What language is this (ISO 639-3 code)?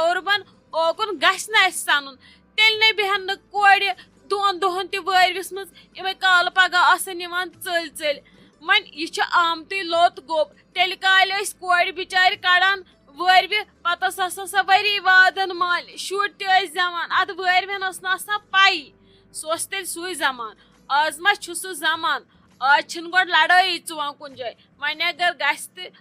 kas